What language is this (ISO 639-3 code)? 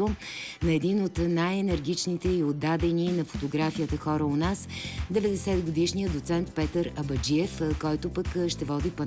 bul